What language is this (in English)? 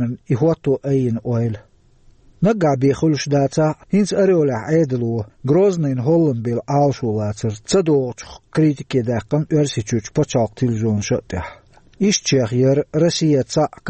Chechen